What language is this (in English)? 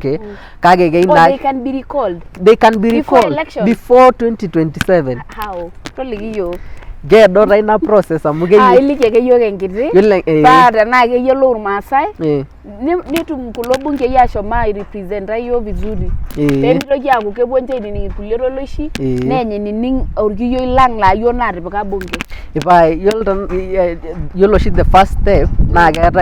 Masai